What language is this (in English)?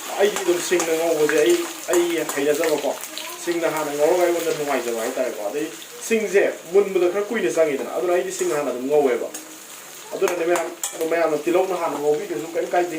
Manipuri